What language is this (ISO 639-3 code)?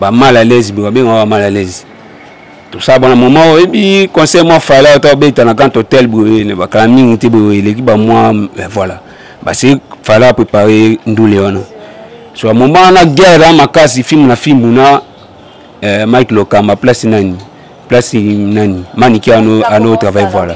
lin